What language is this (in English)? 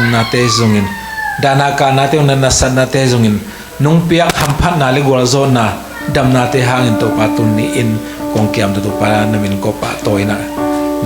Tedim Chin